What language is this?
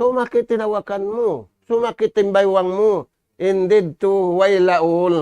Tausug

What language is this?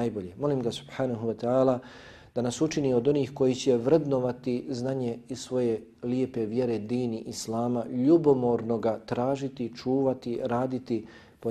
Bosnian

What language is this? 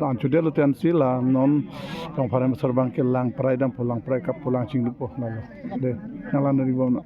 Karbi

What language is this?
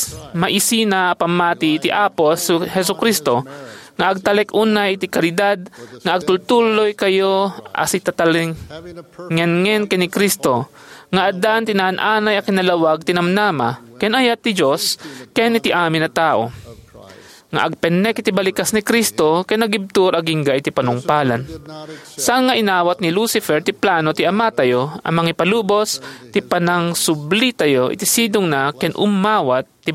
Iloko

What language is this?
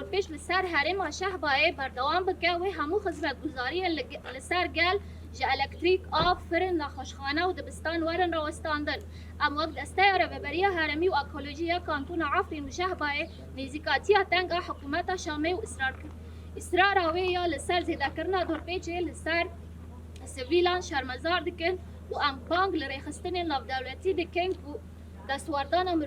Kurdish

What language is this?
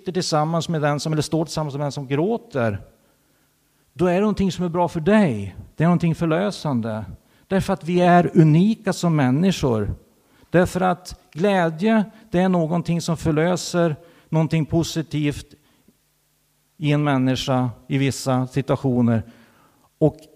Swedish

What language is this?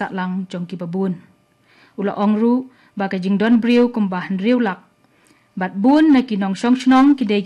Khasi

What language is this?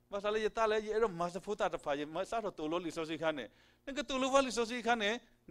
S'gaw Karen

